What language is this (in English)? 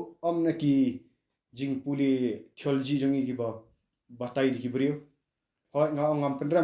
Khasi